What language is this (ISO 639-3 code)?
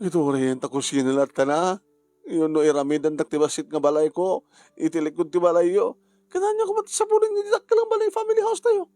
ilo